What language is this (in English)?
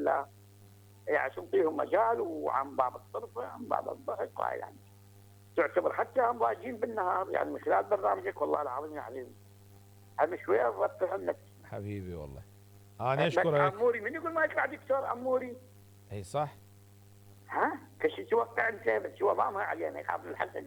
Mesopotamian Arabic